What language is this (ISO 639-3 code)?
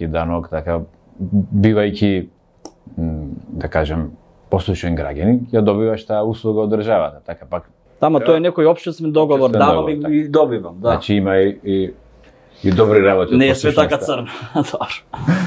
mkd